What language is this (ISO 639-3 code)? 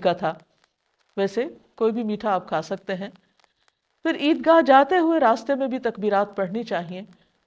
urd